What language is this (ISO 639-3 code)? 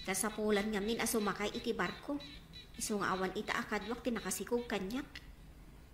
ilo